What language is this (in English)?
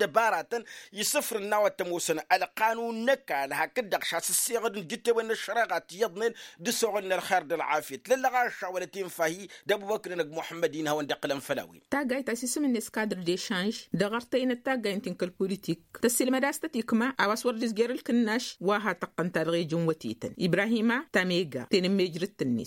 Tamasheq